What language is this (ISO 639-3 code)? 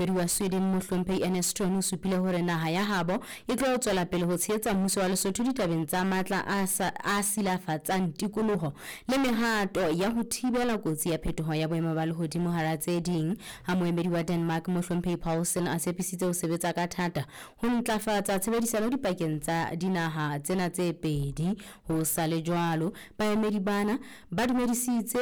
sot